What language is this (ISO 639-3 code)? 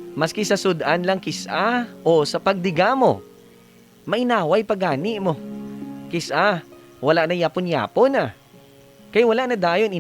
hil